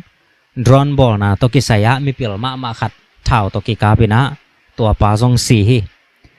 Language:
Tedim Chin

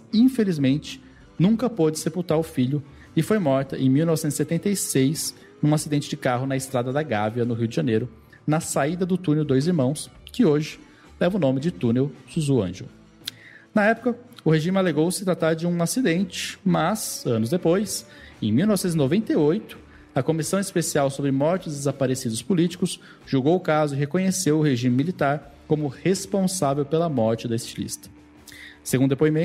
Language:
Portuguese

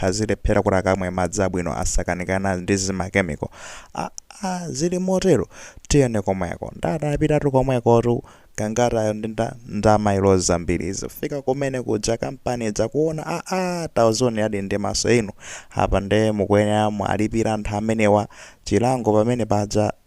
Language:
Nyanja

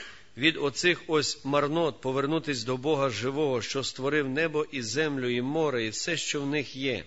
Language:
Ukrainian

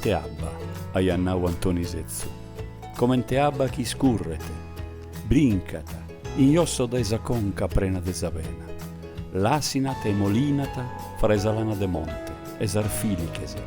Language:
Sardinian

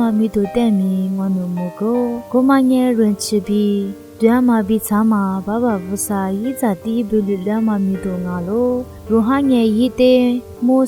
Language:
Lisu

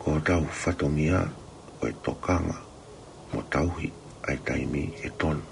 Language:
Tongan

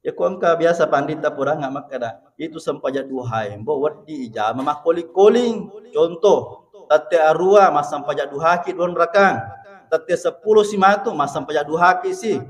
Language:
Buginese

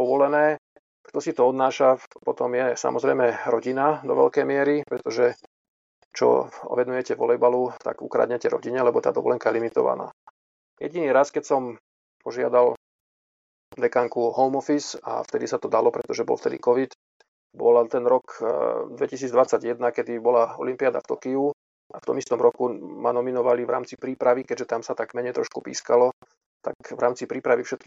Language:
Slovak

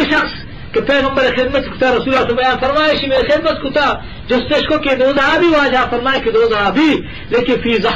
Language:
Eastern Balochi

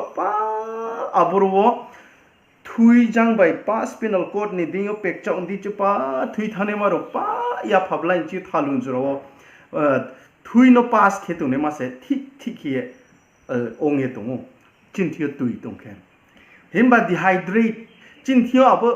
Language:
Riang (India)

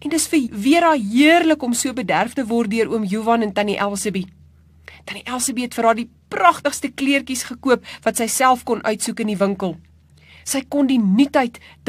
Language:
Afrikaans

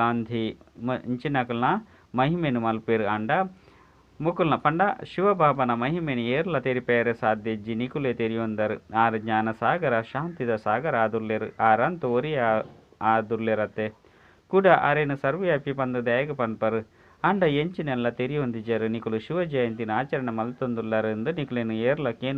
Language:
Tulu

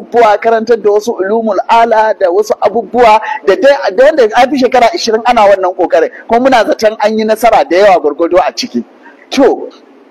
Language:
Hausa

